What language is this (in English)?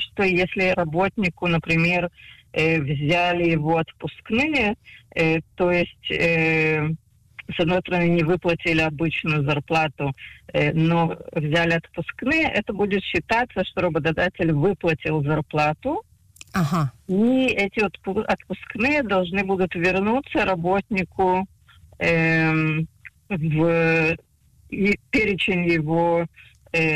Russian